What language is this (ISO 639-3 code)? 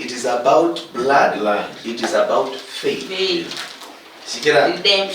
luy